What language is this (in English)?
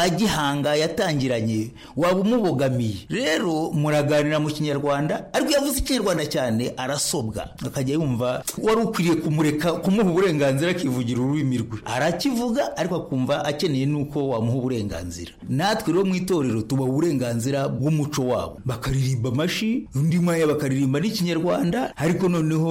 Kinyarwanda